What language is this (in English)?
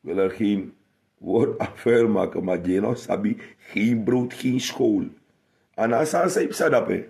Sranan Tongo